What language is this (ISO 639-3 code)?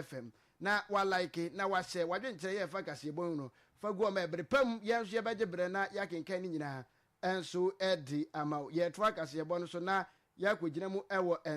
aka